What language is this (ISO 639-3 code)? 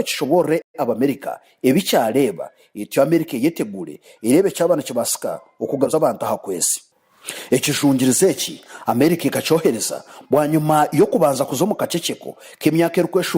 nyn